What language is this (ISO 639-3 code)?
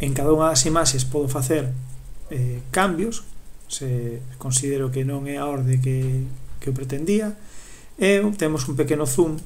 glg